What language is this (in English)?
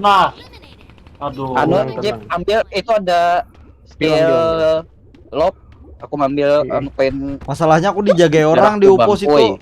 Banjar